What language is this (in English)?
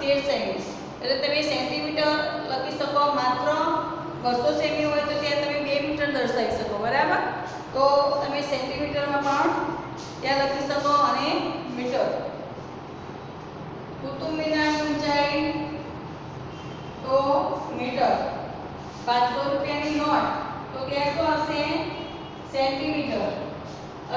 Gujarati